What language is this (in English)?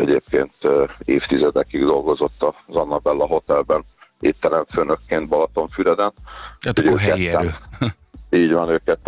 Hungarian